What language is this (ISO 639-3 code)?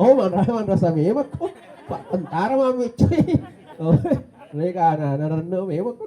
bug